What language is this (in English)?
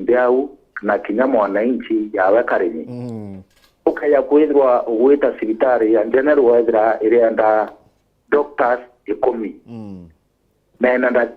Meru